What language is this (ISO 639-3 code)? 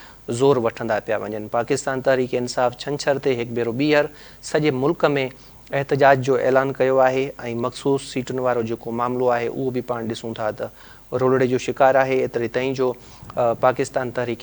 snd